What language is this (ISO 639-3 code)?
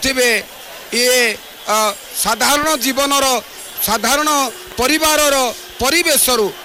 ori